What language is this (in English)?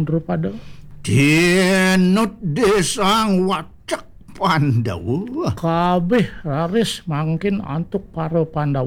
Balinese